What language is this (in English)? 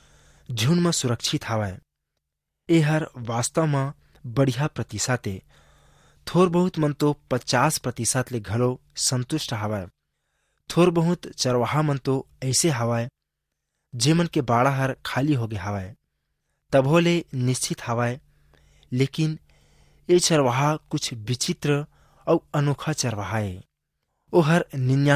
Chhattisgarhi